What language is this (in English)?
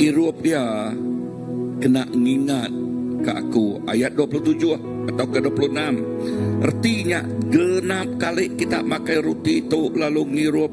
Iban